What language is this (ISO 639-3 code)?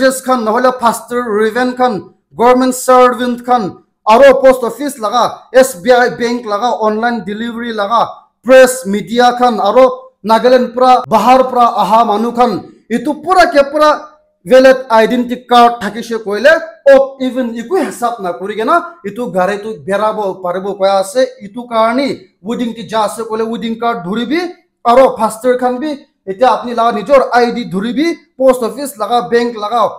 nag